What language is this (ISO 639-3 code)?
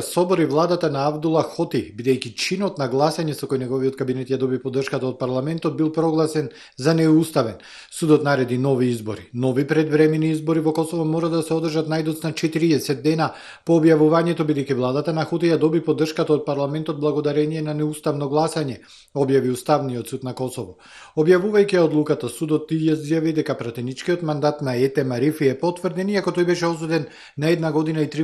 mkd